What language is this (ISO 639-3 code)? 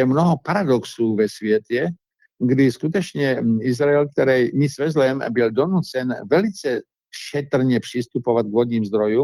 ces